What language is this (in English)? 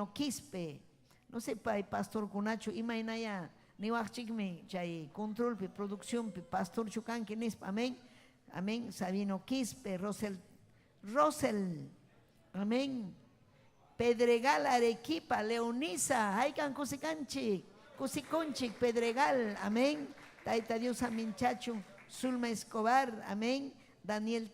Ayacucho Quechua